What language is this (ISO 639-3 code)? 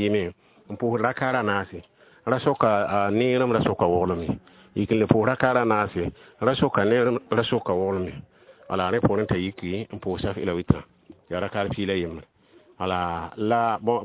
mos